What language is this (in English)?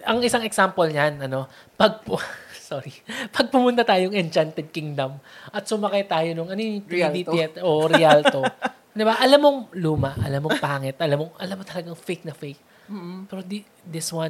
Filipino